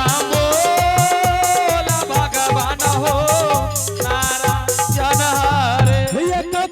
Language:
Angika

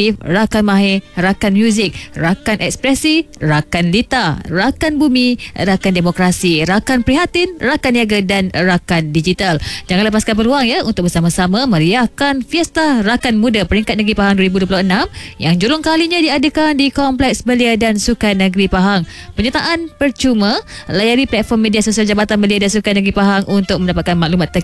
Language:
Malay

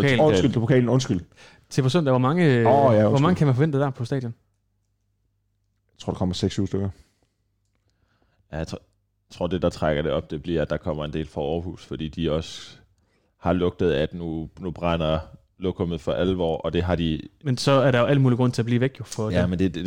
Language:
Danish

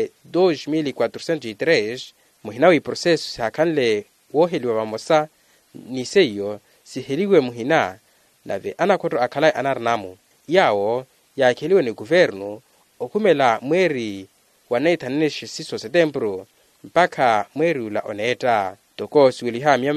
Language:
Makhuwa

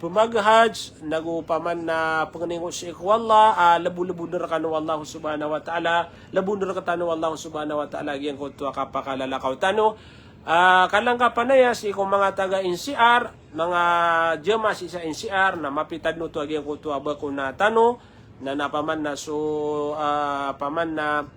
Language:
Maranao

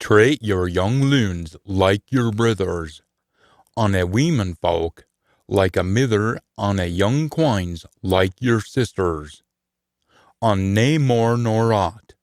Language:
Scots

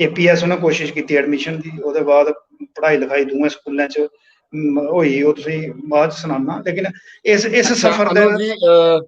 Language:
Dogri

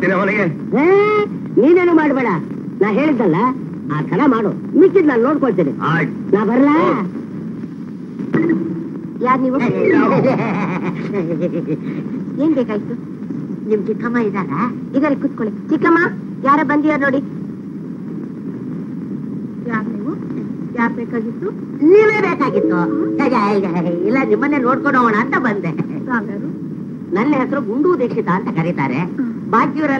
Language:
Kannada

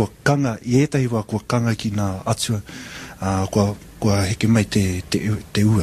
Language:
Māori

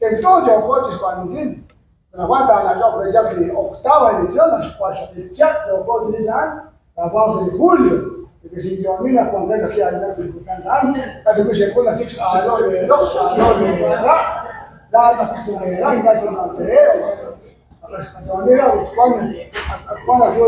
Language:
Kekchí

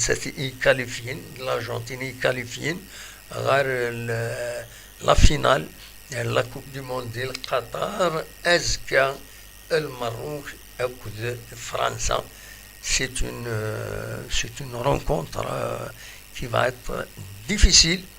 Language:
Kabyle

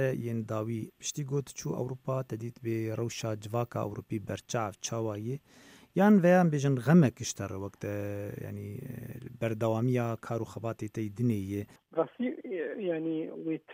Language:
Kurdish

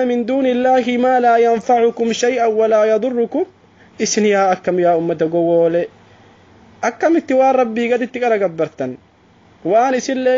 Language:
Oromo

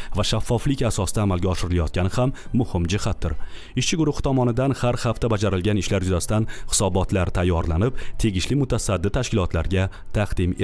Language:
Uzbek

